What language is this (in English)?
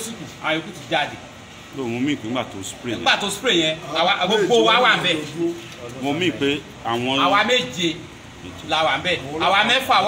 Yoruba